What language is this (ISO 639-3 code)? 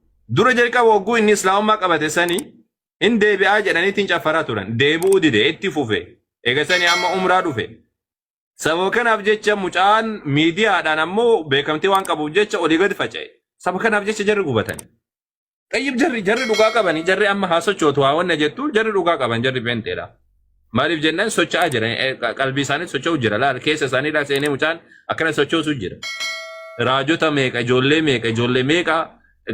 orm